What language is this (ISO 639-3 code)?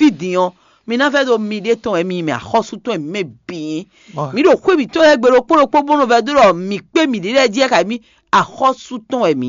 fon